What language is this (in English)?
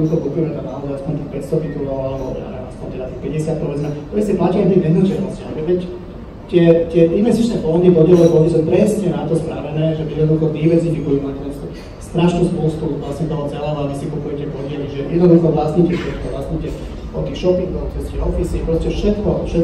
Slovak